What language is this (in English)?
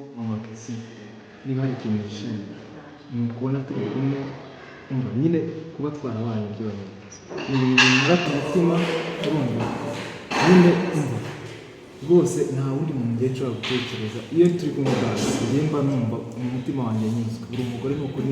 Kinyarwanda